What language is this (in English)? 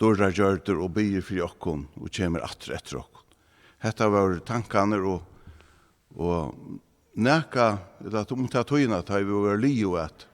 Faroese